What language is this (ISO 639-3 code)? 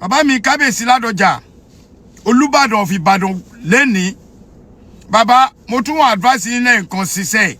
yor